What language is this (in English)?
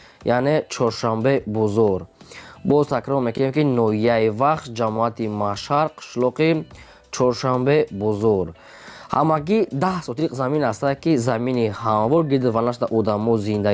Tajik